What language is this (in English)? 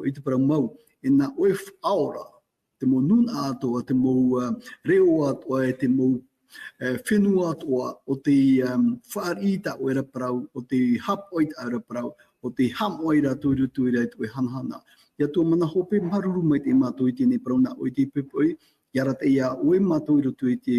Tahitian